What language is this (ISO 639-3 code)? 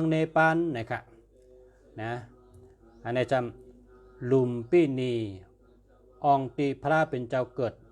shn